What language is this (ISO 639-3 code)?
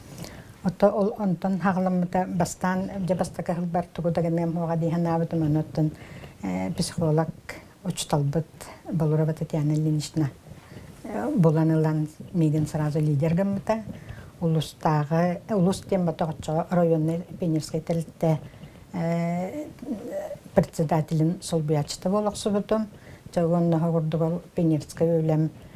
sah